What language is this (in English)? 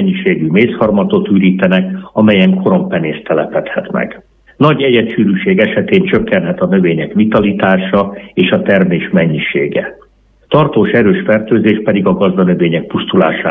Hungarian